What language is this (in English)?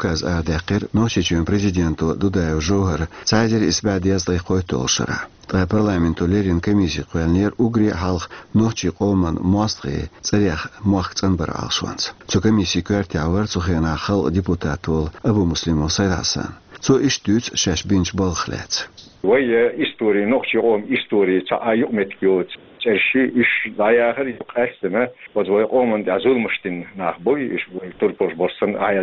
Chechen